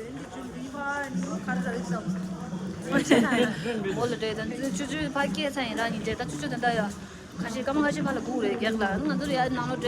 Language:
Tibetan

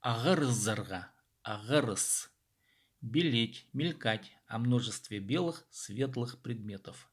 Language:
Khakas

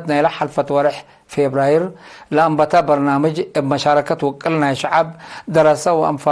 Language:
Tigre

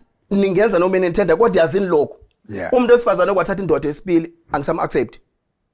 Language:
Zulu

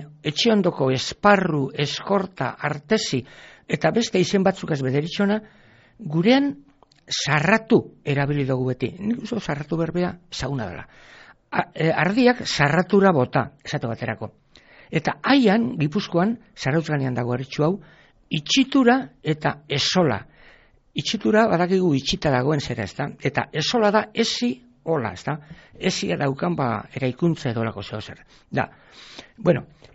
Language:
Basque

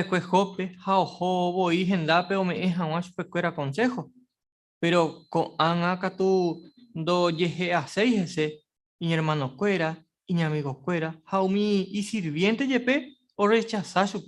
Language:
Guarani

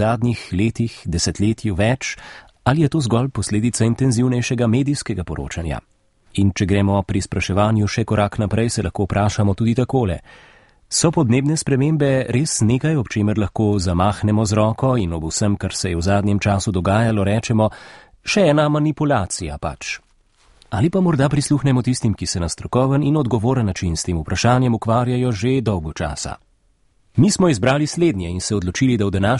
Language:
Slovenian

